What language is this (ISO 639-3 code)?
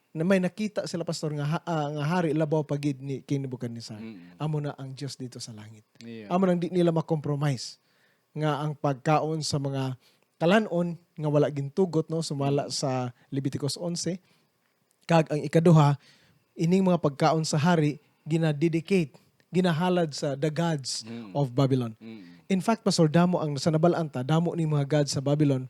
hil